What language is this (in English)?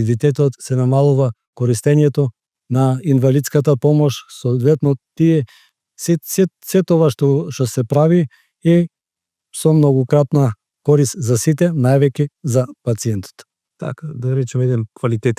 Macedonian